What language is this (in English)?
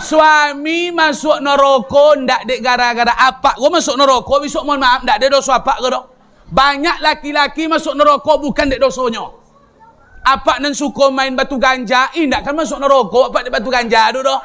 Minangkabau